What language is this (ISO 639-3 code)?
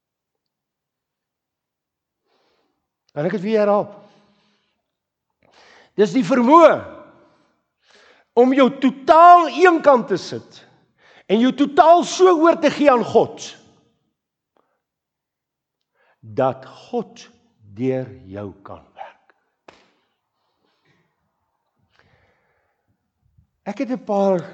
afr